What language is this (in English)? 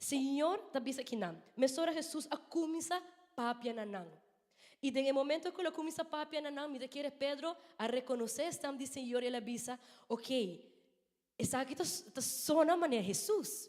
Papiamento